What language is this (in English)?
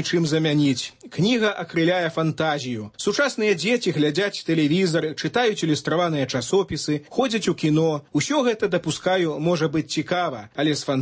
Belarusian